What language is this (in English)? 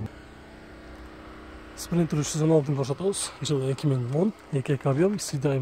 Kyrgyz